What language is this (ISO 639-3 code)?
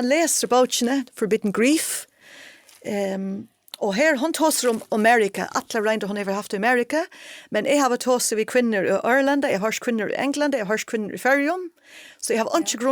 fao